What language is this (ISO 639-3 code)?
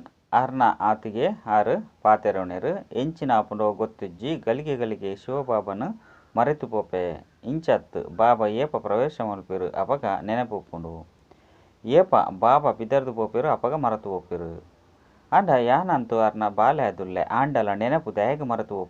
tcy